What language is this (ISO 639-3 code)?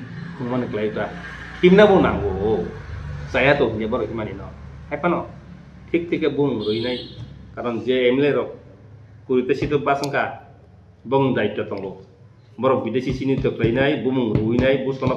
trp